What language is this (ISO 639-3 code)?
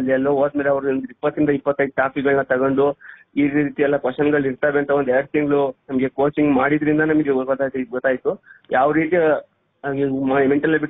kan